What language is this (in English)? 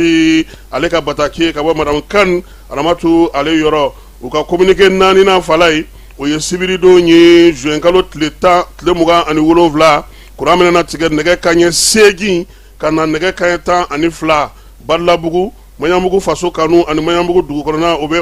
Bambara